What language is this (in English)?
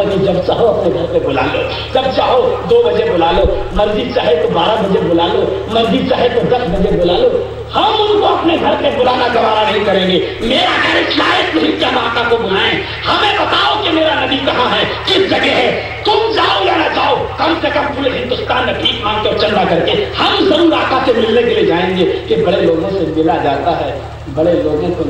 Urdu